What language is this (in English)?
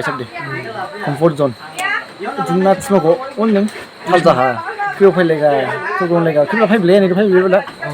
Dimasa